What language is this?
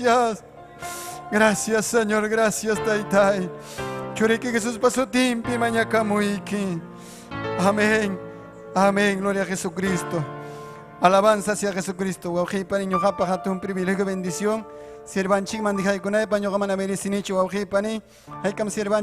Ayacucho Quechua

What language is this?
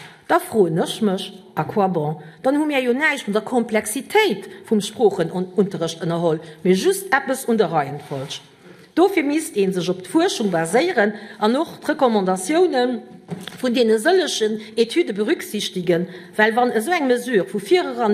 Luxembourgish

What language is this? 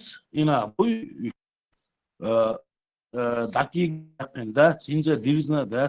Chechen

